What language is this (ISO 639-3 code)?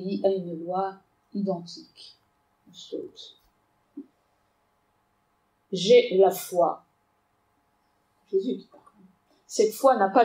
fra